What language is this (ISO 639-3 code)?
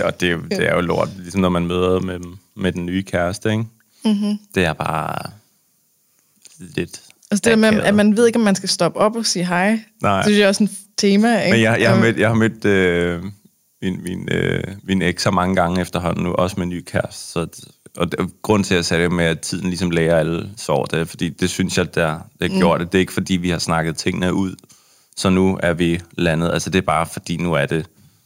dan